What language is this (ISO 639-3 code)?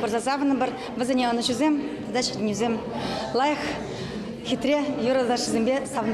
chv